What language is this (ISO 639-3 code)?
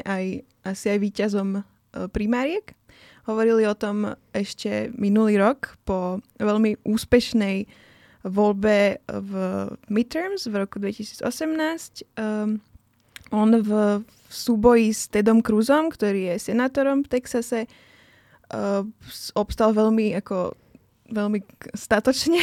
slk